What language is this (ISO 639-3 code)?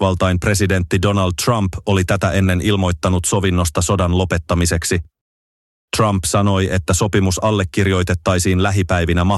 fin